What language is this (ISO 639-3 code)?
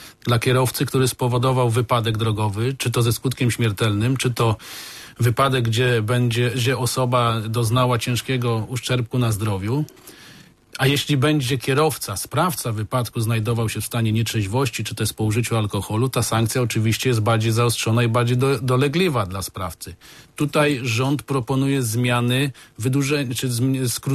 pol